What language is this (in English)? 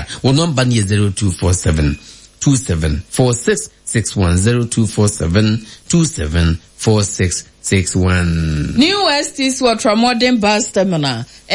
Akan